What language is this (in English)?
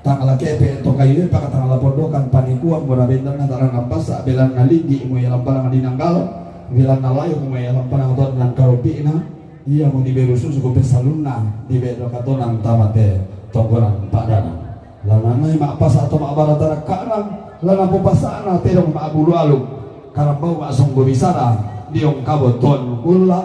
Toraja-Sa'dan